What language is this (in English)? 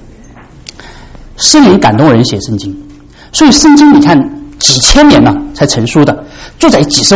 Chinese